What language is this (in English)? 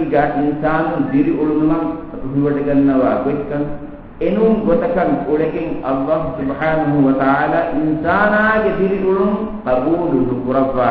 Divehi